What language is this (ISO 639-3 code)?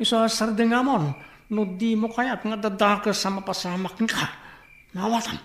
ilo